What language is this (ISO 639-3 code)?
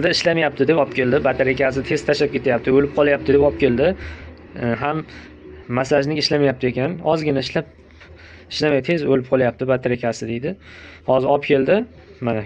uzb